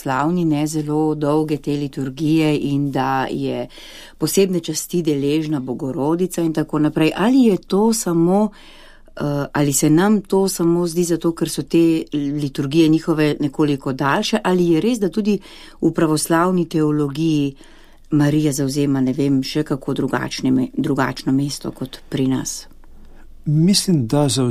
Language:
Slovenian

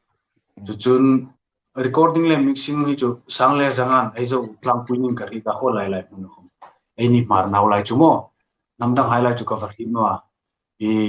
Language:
Hmar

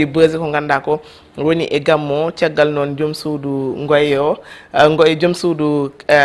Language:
Fula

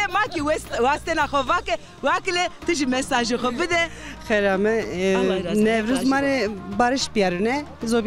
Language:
Zaza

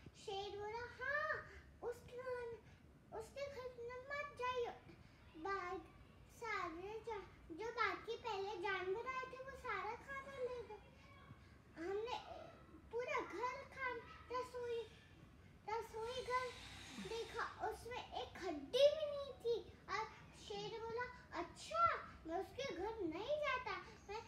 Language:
Hindi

